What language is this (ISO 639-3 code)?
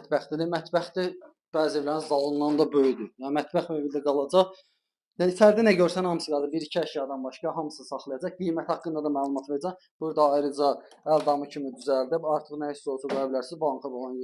aze